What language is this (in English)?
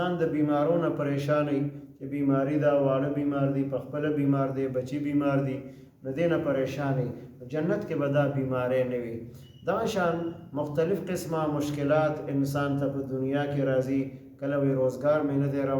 Pashto